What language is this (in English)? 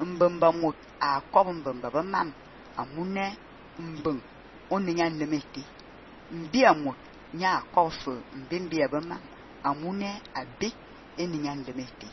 Fang